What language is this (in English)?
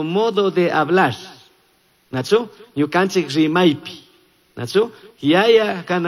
Chimborazo Highland Quichua